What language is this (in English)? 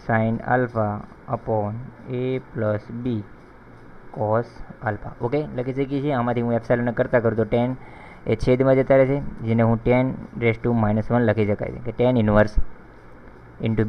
Gujarati